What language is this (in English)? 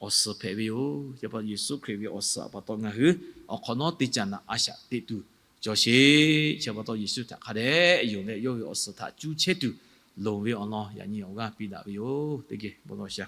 Lahu